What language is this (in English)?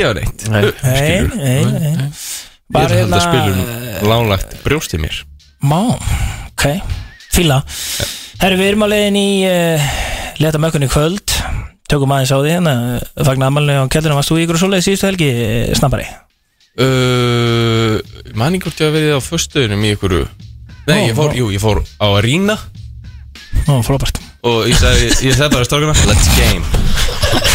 Icelandic